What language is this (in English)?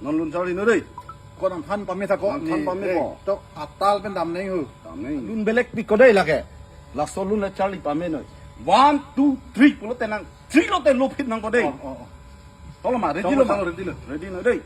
Karbi